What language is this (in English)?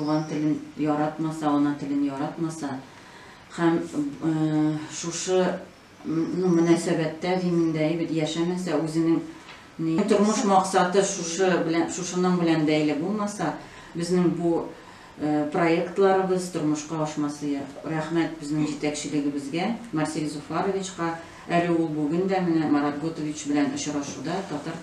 Tatar